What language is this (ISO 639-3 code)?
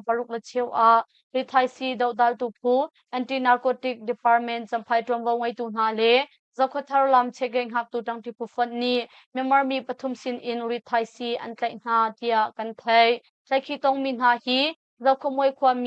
cnh